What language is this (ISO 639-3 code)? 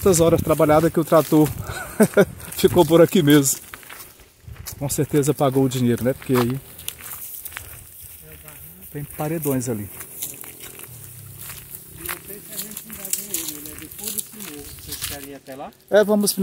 por